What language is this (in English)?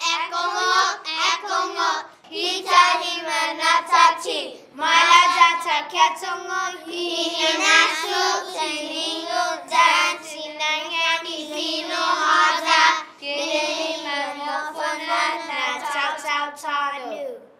Chamorro